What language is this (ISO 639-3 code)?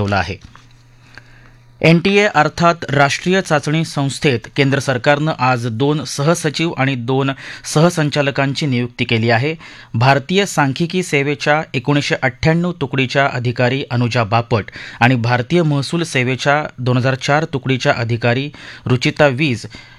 mar